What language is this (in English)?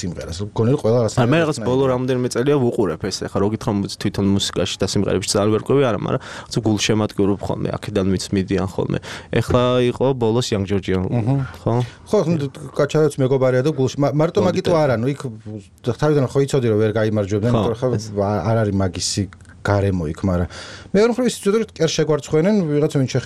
Georgian